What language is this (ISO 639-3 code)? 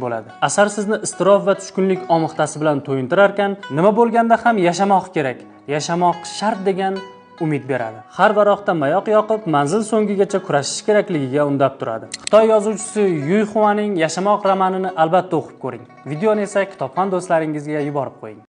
uzb